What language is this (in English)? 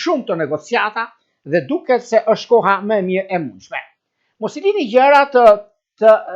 Albanian